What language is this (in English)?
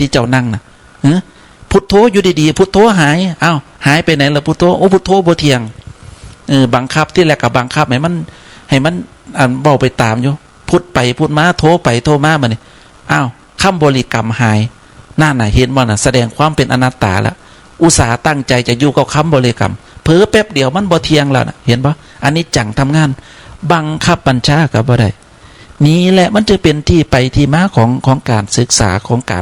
Northeastern Thai